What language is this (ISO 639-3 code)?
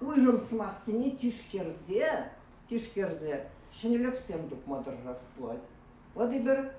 chv